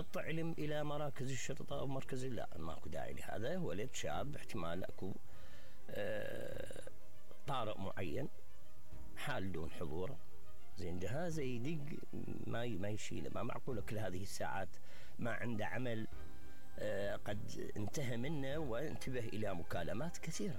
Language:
Mesopotamian Arabic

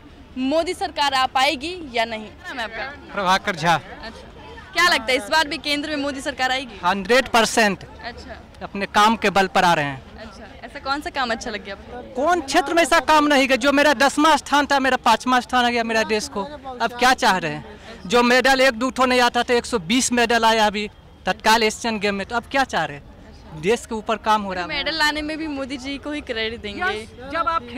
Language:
Hindi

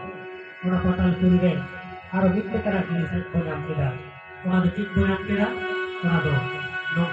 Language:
Santali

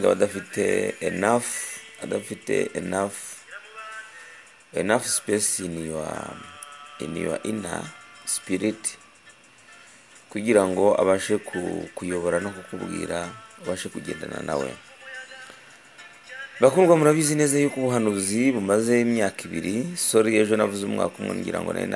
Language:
Kinyarwanda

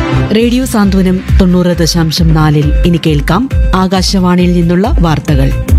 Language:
Malayalam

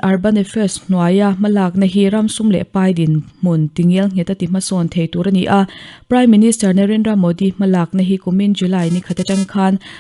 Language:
Mizo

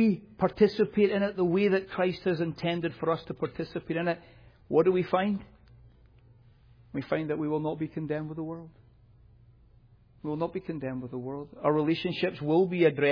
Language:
English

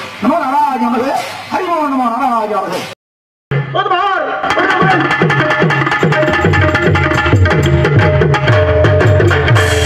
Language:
Tamil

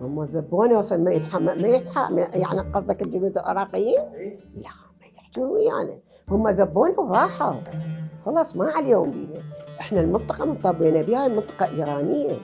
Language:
Mesopotamian Arabic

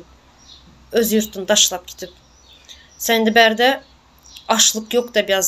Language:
Turkmen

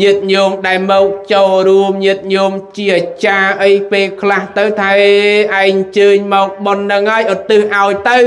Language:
Khmer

